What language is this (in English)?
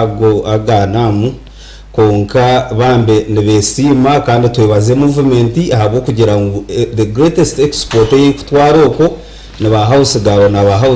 Nyankole